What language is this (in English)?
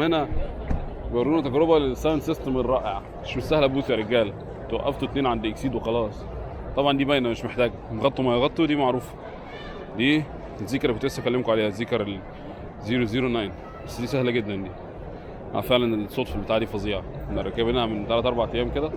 Egyptian Arabic